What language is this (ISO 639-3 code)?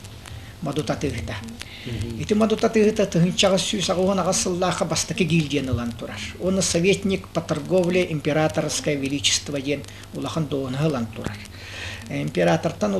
sah